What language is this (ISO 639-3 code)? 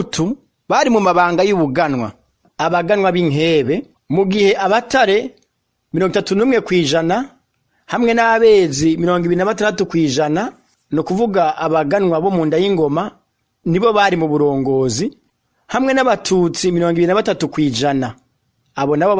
run